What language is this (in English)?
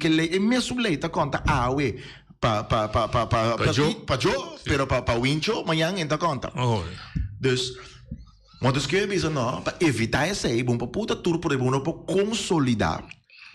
Papiamento